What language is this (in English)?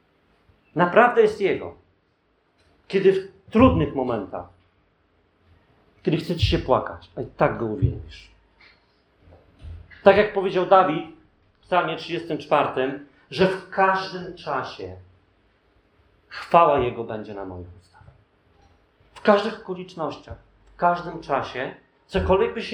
Polish